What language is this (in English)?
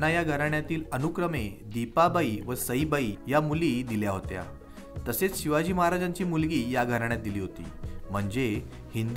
Marathi